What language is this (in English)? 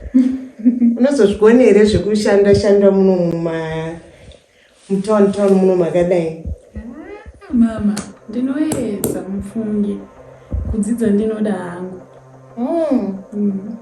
Shona